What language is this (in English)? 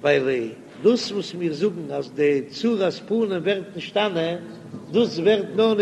Yiddish